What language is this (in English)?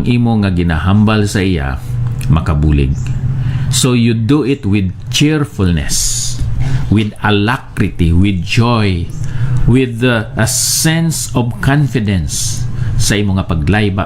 Hiligaynon